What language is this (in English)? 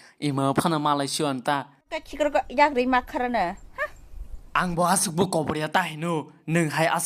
Kok Borok